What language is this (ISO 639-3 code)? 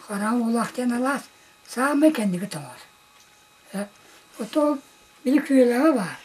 sah